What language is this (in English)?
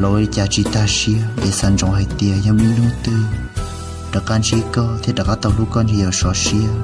Hmong